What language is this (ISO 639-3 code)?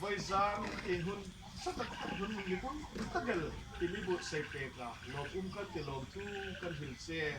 hmr